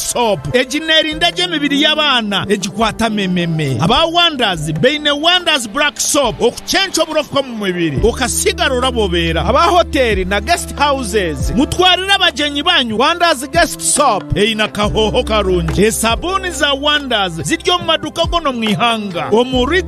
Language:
Nyankole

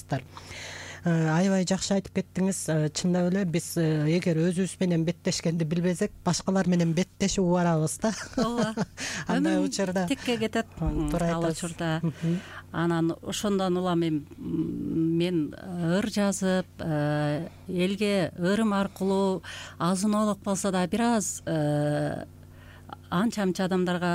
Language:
Kyrgyz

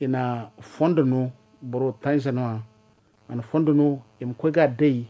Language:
Zarma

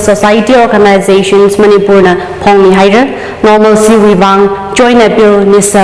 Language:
Tangkhul Naga (India)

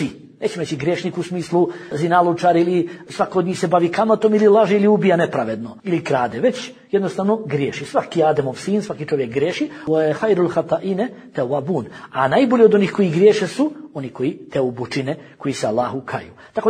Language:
Bosnian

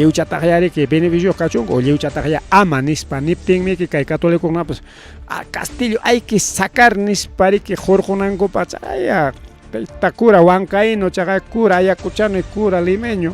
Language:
Ayacucho Quechua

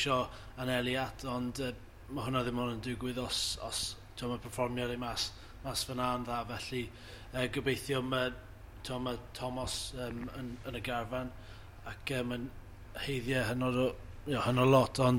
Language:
Welsh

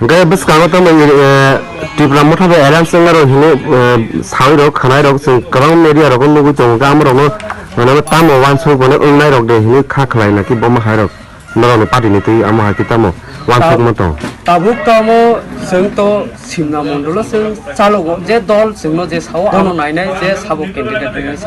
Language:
Kok Borok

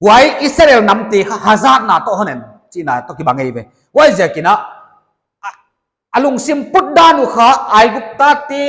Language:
Paite Chin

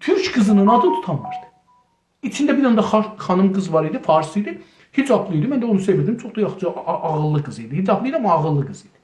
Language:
South Azerbaijani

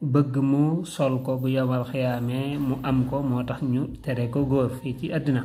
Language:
Wolof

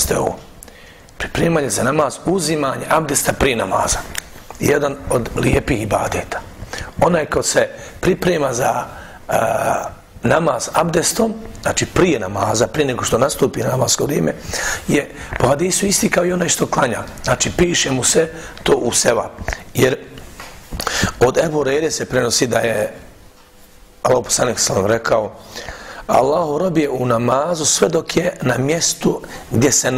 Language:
Bosnian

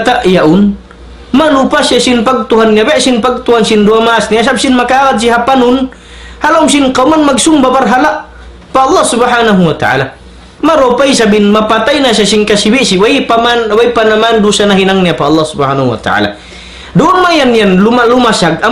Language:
Tausug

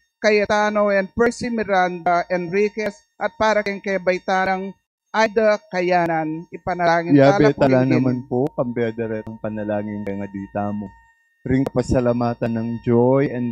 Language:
Pampanga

